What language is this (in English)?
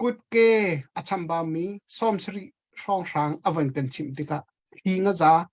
Hakha Chin